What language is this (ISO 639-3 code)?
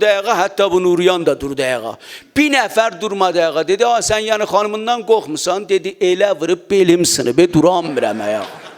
azb